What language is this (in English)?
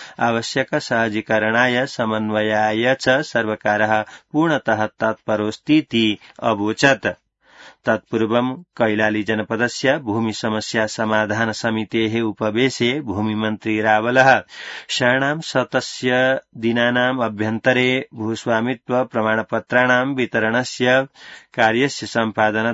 Sanskrit